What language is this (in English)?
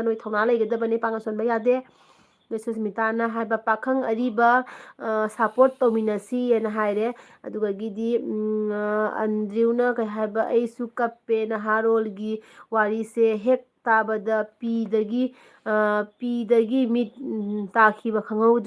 Manipuri